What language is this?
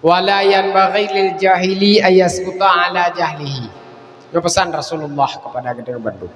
Achinese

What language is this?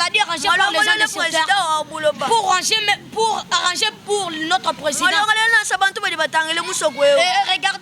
Luba-Lulua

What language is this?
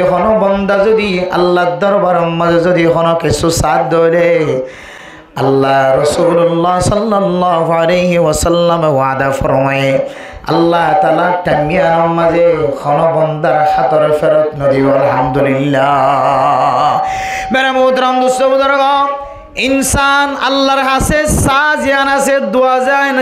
Rohingya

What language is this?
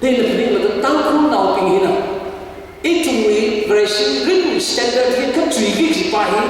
Tangkhul Naga (India)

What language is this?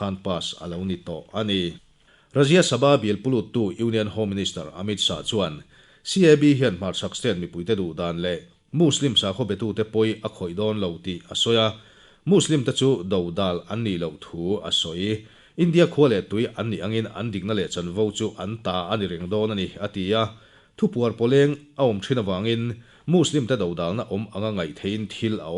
Mizo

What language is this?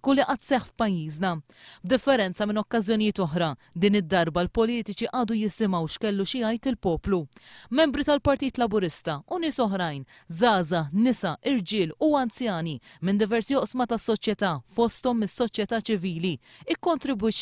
Maltese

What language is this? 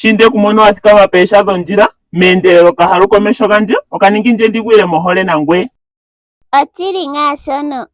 Ndonga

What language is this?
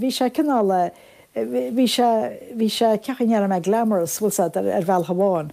Irish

